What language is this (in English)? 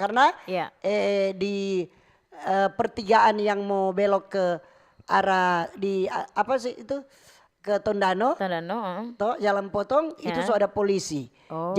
Manado Malay